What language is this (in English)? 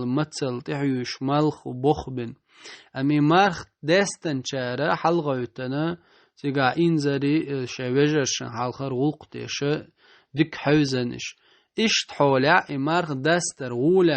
Chechen